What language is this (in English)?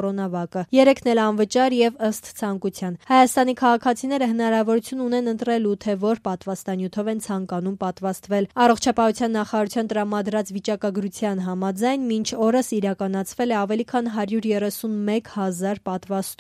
Armenian